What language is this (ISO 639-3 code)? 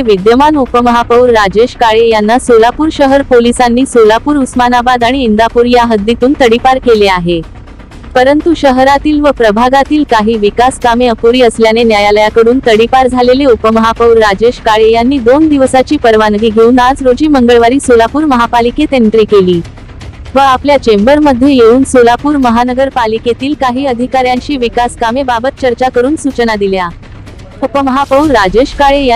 mar